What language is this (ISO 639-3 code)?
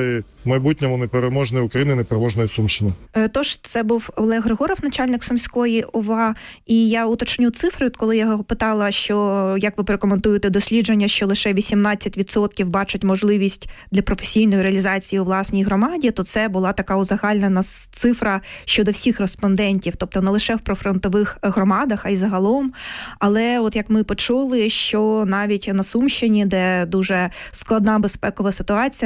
ukr